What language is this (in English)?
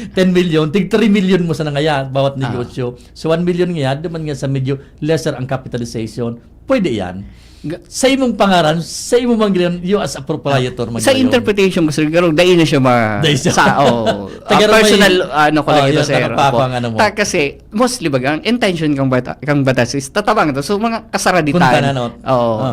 Bikol